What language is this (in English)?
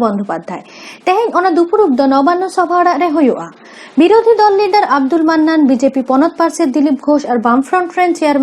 Santali